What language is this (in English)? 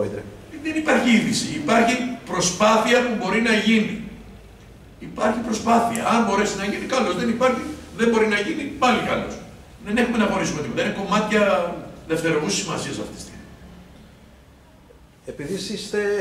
Greek